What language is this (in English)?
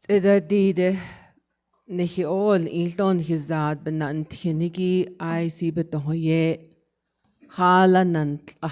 Navajo